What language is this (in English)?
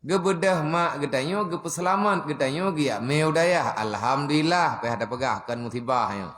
Achinese